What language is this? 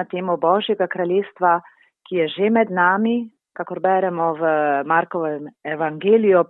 Slovenian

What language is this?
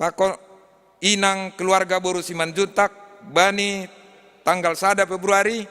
Batak Simalungun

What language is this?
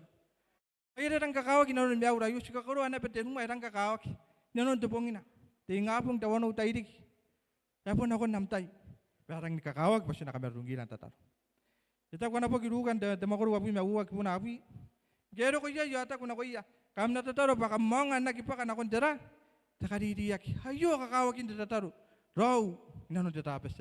Gilbertese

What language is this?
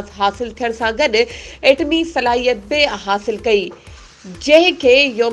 Sindhi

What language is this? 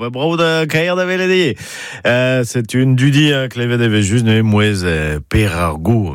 Breton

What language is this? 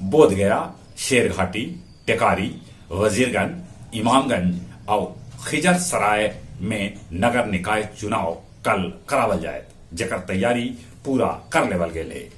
Magahi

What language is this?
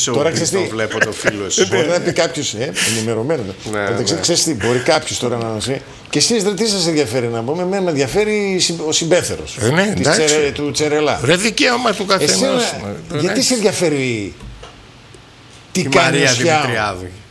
Greek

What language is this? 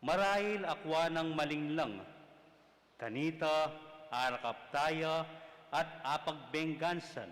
Pampanga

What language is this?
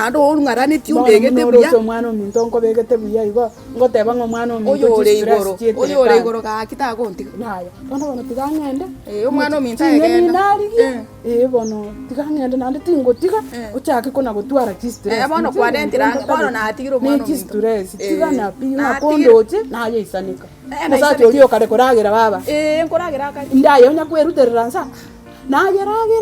Gusii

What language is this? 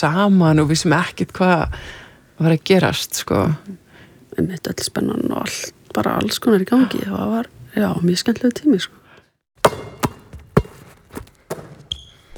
Icelandic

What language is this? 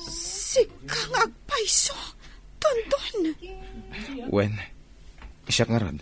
Iloko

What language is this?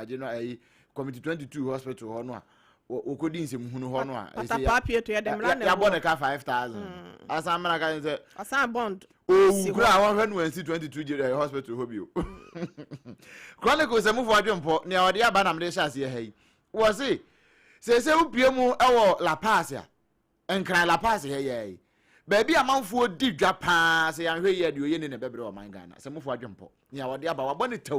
Akan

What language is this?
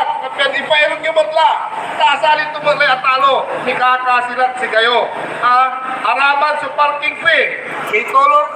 Pangasinan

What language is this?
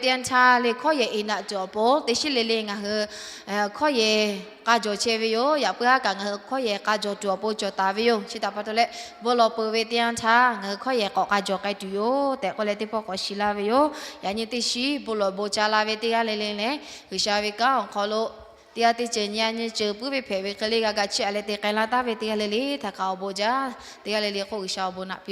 Lahu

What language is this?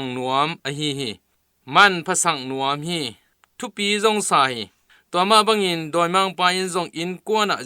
Tedim Chin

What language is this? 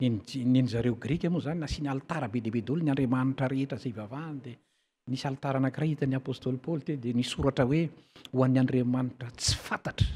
Malagasy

